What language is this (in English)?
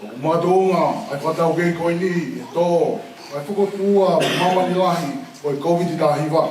Tongan